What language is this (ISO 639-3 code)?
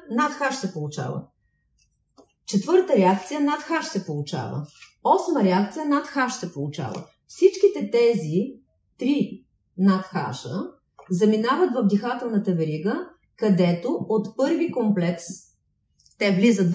bul